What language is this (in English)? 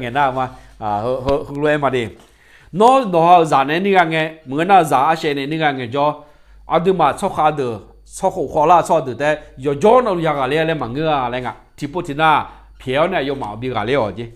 Akha